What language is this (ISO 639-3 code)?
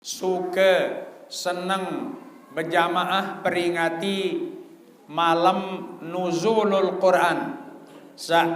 sas